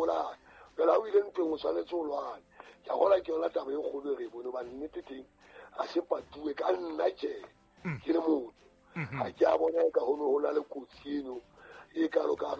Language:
Southern Sotho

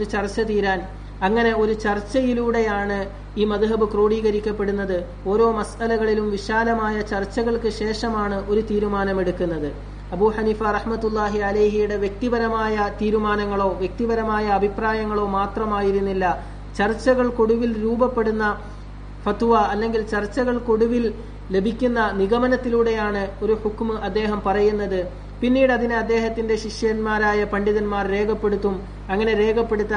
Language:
Malayalam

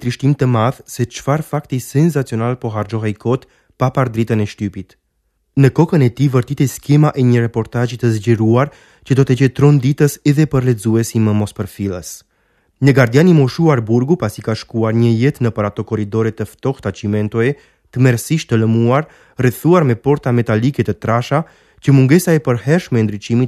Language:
Albanian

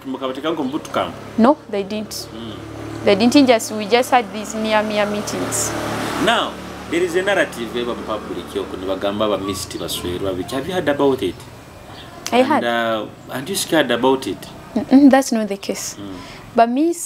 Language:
Nyoro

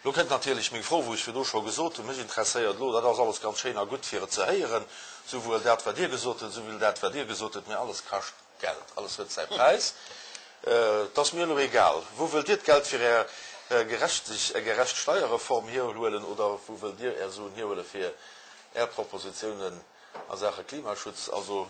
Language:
Luxembourgish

